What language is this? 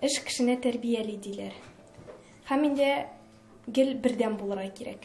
Tatar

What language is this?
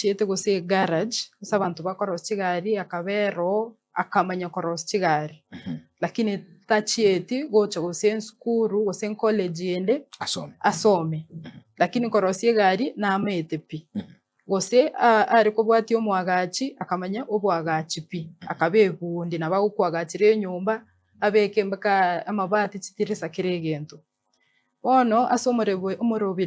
Gusii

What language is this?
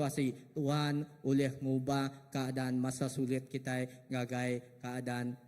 Iban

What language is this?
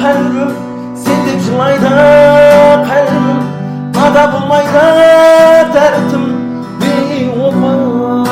Kara-Kalpak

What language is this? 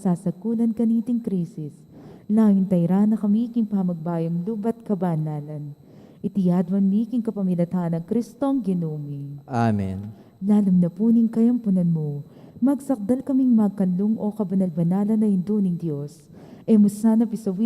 Pampanga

